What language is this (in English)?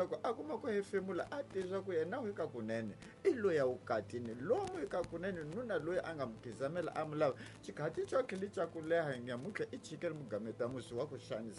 Tsonga